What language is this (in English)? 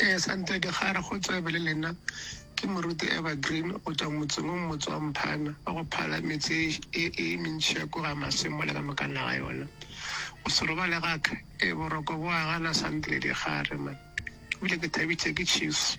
Northern Sotho